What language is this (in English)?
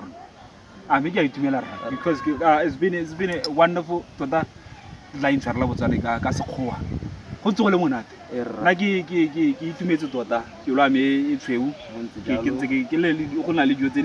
Tswana